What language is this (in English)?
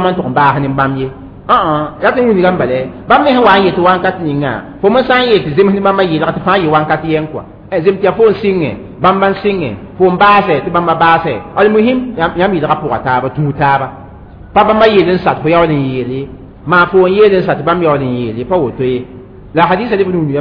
Mossi